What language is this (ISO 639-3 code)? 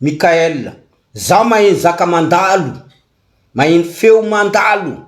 mlg